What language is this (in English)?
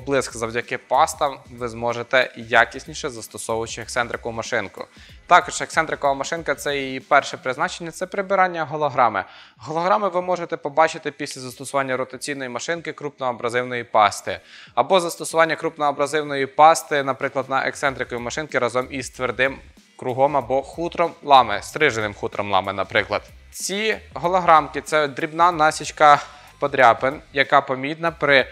Ukrainian